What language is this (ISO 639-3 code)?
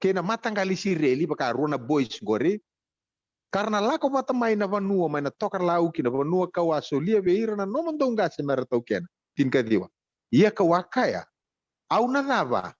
fij